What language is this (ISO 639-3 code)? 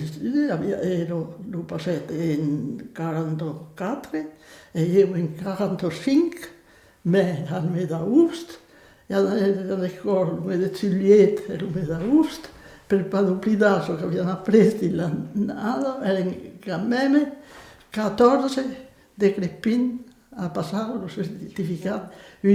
oci